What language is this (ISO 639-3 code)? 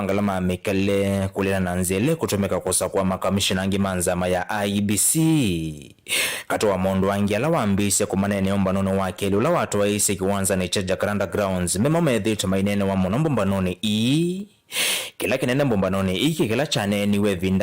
kam